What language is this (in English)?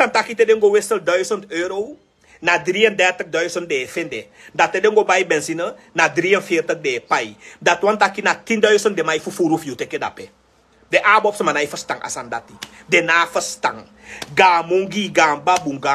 Sranan Tongo